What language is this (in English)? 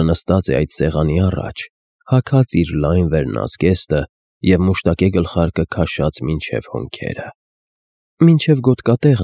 Armenian